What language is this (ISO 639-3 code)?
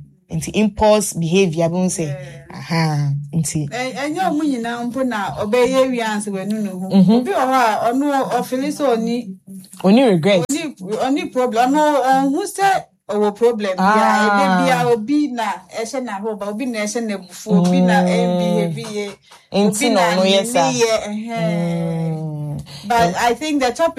aka